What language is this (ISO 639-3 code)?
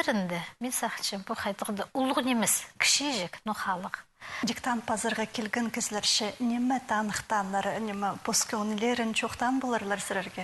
kjh